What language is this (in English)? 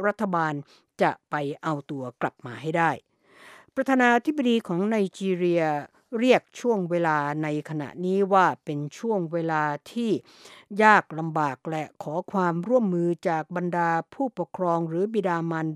Thai